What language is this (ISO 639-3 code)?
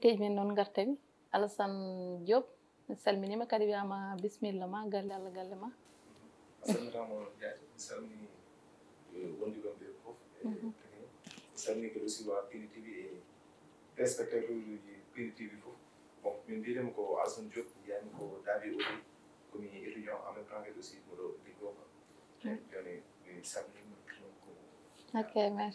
ful